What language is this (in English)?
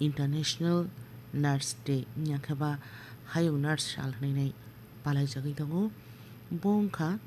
Kok Borok